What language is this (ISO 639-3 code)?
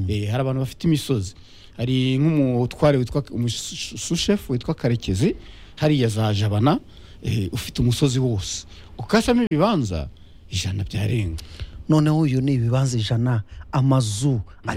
kin